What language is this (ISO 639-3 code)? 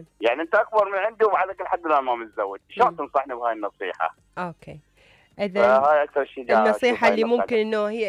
acm